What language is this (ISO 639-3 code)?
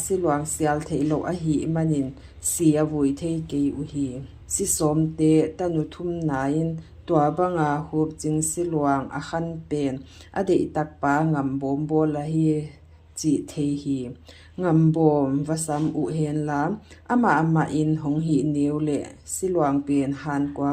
ctd